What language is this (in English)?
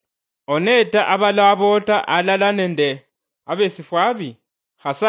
Luyia